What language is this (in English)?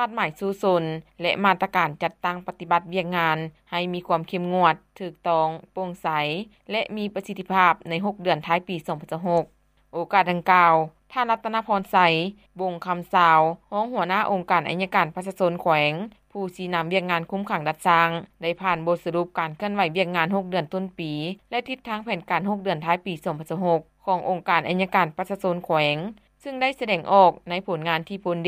Lao